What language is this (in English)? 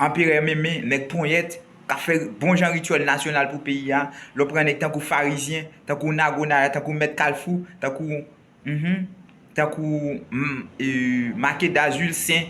Haitian Creole